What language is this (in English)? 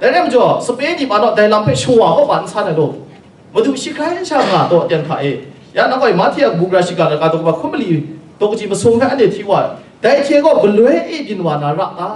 Kachin